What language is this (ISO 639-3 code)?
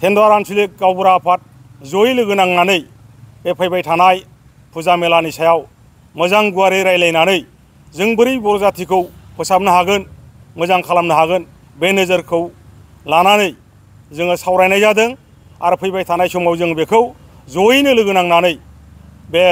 brx